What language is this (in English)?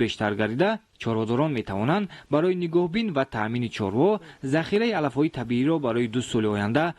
Tajik